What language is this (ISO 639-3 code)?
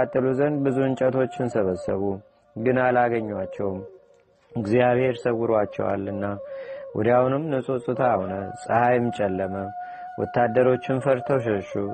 amh